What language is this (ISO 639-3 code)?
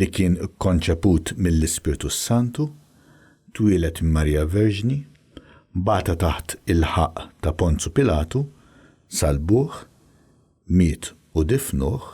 mlt